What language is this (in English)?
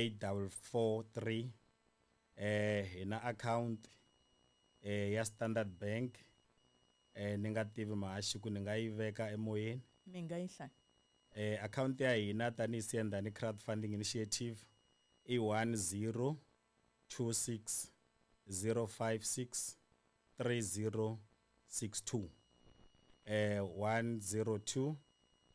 Tsonga